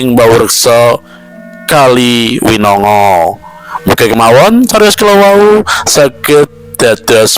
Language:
Javanese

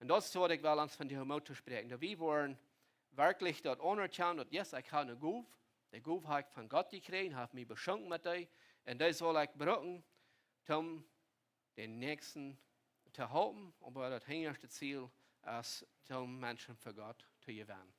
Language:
Plautdietsch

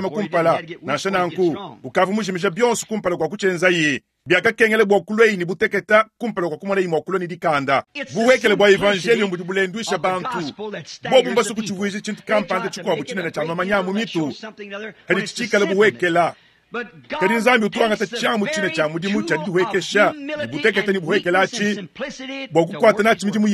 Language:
Luba-Lulua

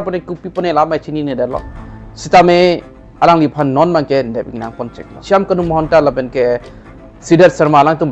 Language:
Karbi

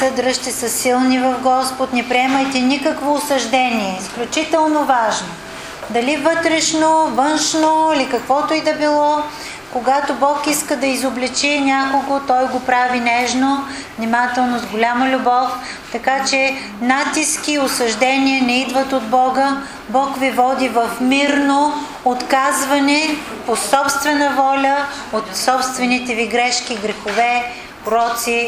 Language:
Bulgarian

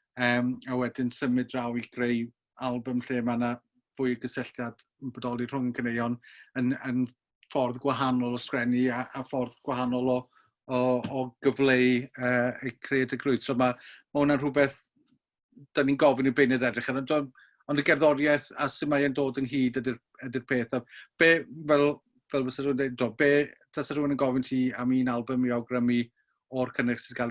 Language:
Welsh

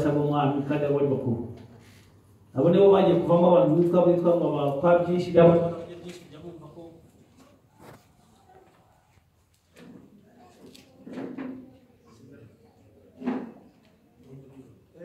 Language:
Kinyarwanda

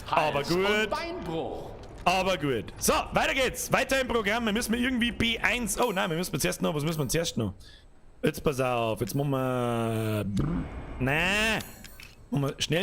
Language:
Bavarian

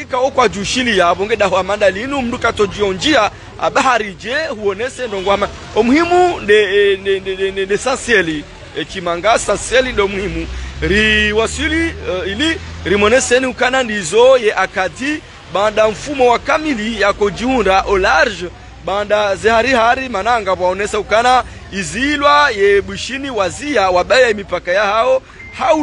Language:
Swahili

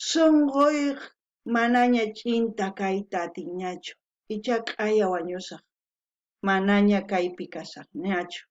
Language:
South Bolivian Quechua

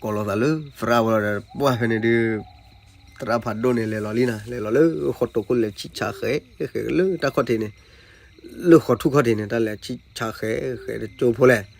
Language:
S'gaw Karen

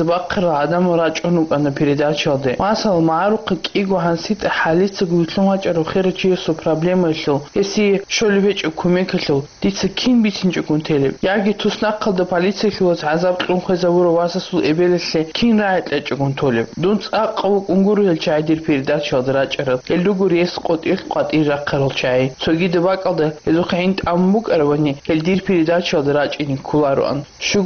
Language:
Avaric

